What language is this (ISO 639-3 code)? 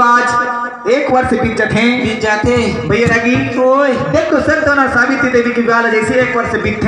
hne